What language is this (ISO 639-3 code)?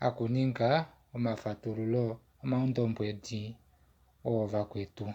kua